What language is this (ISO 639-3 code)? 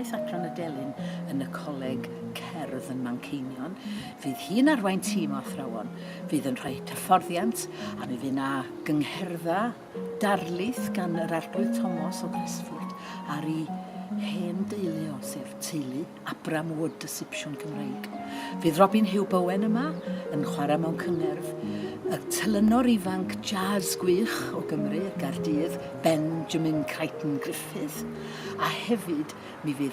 cym